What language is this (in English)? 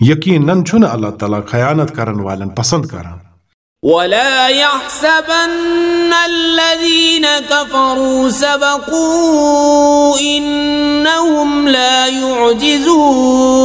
Kashmiri